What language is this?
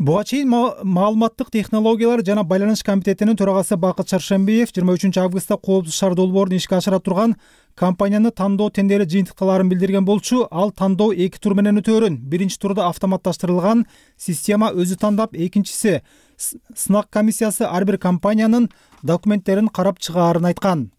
Kyrgyz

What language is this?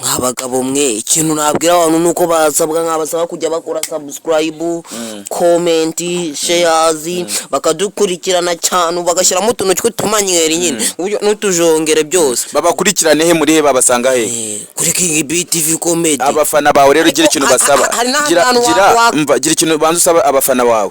Kinyarwanda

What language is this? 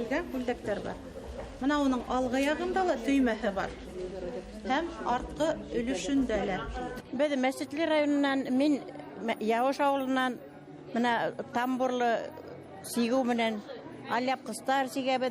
Bashkir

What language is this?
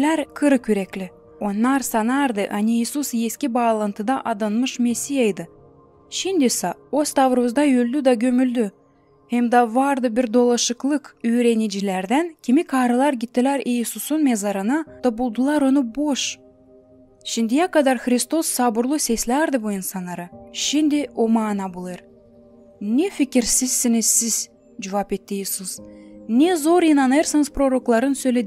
Gagauz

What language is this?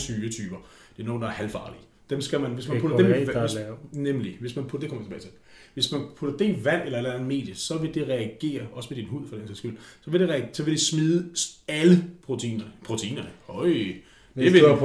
Danish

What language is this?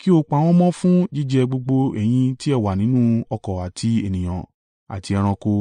Yoruba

